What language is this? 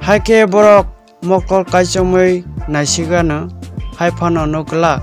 Kok Borok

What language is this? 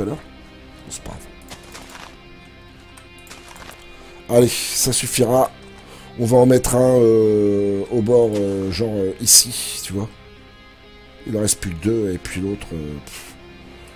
French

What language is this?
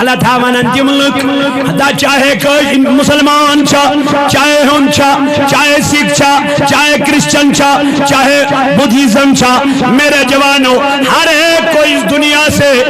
Kashmiri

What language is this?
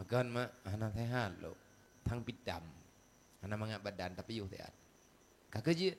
Achinese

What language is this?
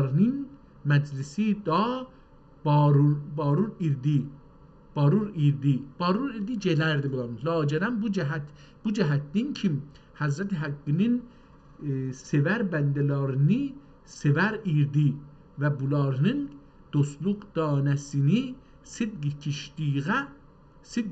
South Azerbaijani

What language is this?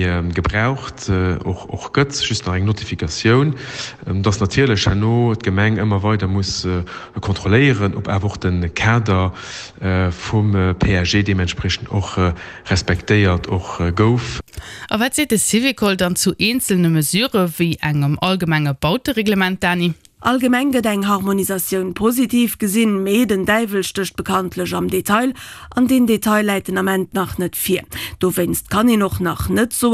Luxembourgish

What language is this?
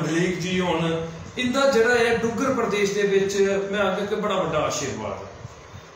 Dogri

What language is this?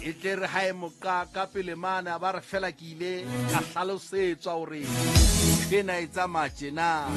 Southern Sotho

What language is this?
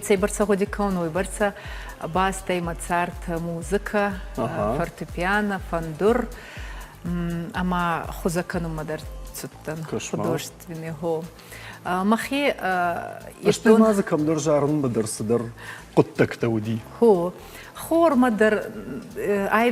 Ossetic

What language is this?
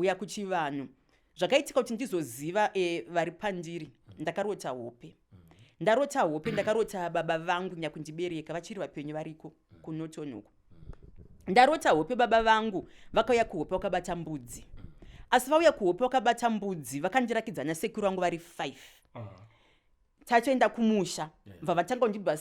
Shona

